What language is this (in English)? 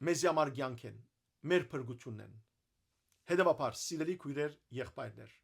Western Armenian